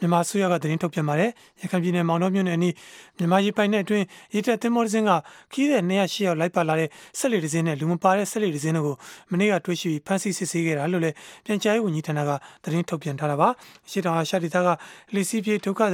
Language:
Burmese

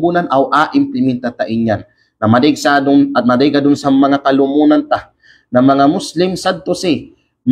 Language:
Kalagan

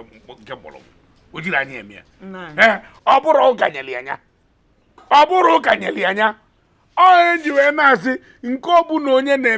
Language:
Igbo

